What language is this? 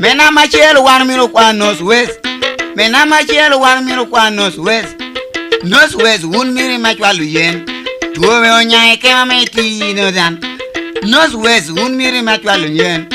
Lango (Uganda)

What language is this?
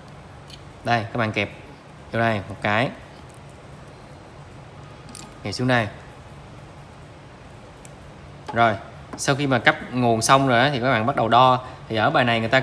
Vietnamese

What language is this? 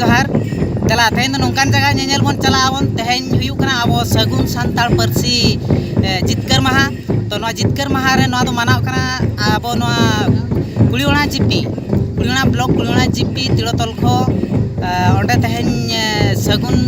Santali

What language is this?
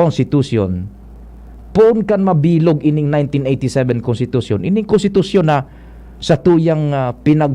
Bikol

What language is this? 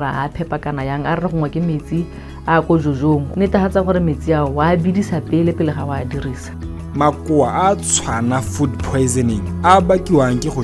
Tswana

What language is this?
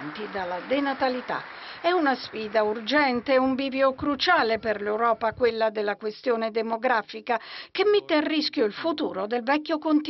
Italian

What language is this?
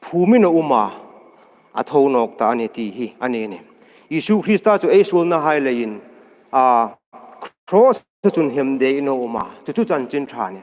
Hmar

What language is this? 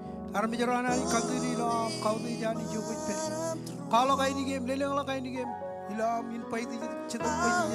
Marshallese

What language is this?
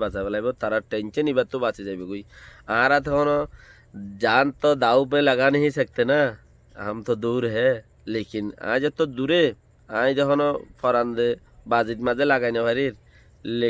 Rohingya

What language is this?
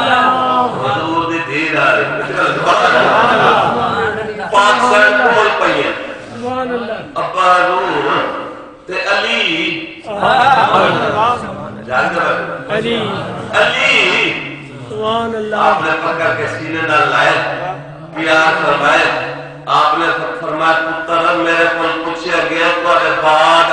Saraiki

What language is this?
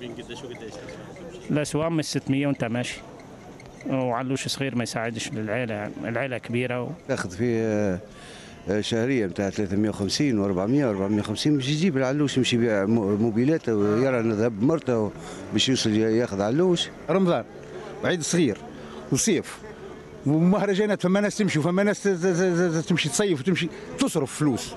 Tunisian Arabic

